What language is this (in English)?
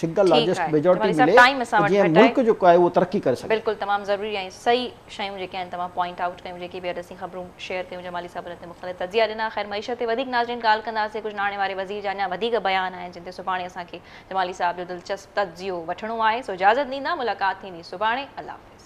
Sindhi